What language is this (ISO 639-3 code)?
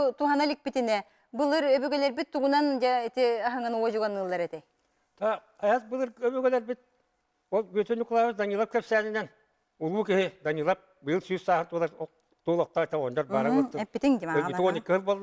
sah